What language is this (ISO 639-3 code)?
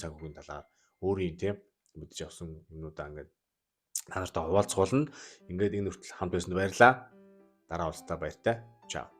mon